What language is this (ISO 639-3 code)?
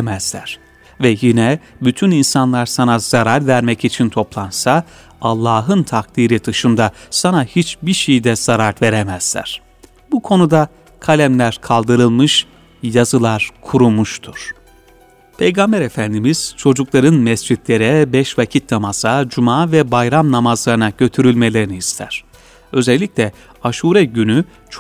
tur